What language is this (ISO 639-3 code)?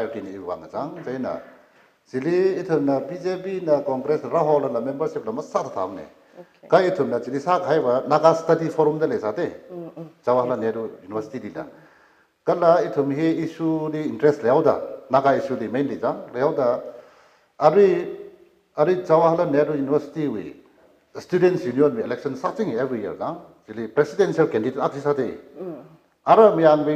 nmf